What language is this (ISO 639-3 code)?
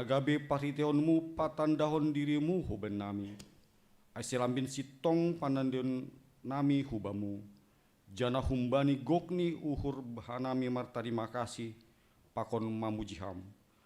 bts